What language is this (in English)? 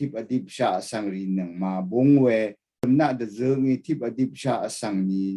Rawang